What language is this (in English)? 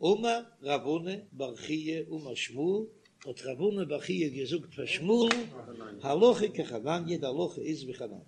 Yiddish